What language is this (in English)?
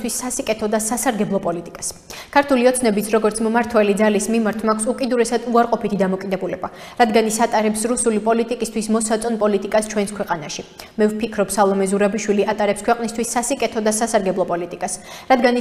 Georgian